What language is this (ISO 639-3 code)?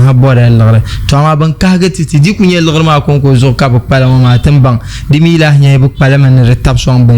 dag